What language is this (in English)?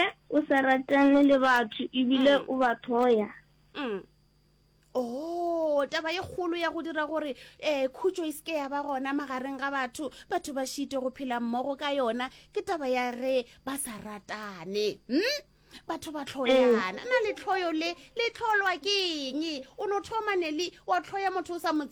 Northern Sotho